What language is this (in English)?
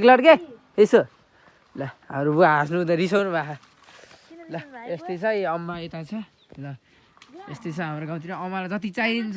Nepali